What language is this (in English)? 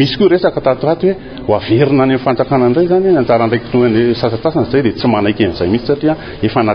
Malagasy